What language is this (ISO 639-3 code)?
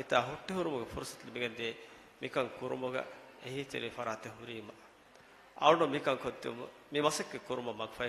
div